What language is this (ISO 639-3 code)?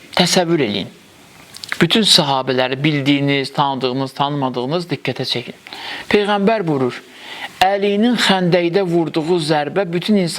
aze